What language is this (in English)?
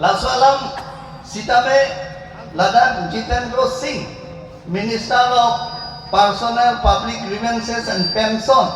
Karbi